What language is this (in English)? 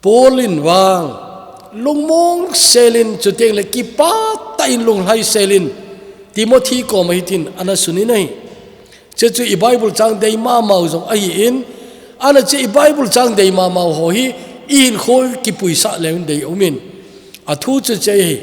Thado Chin